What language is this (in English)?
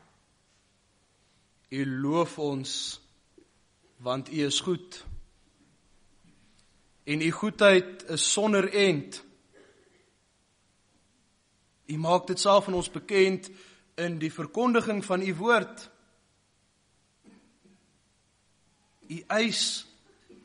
Afrikaans